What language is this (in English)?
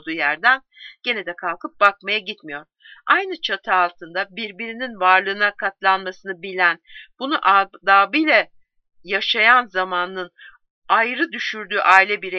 Turkish